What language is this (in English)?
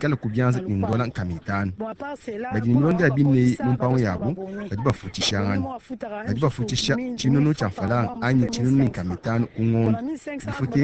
Luba-Lulua